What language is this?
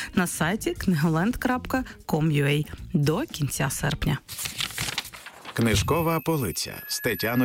Ukrainian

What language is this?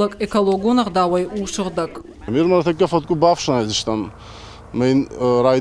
Ossetic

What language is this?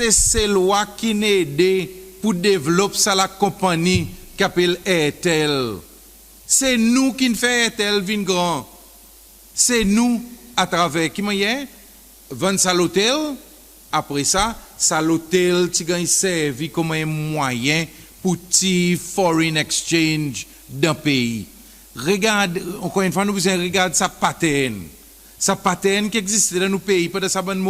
Seselwa Creole French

